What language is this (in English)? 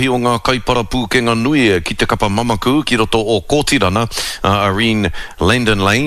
Māori